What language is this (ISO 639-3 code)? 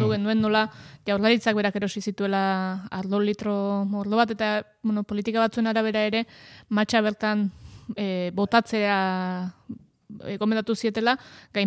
eus